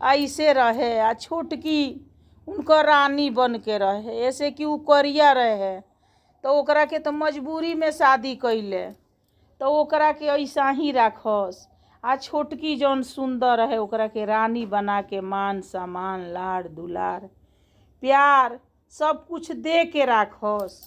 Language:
Bhojpuri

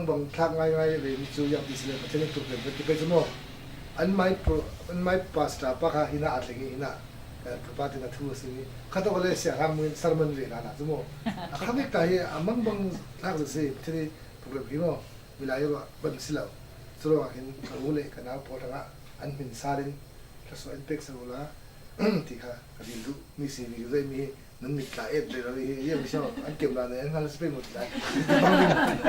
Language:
Falam Chin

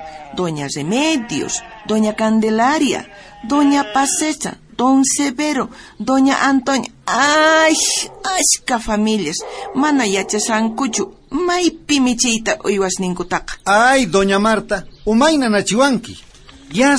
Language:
South Bolivian Quechua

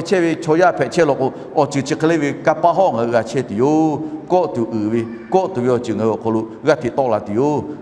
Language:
Lahu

